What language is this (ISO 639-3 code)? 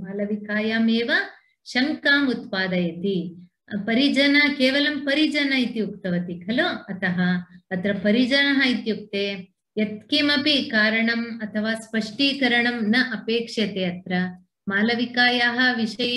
san